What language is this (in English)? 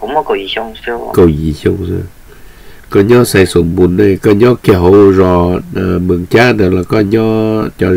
Vietnamese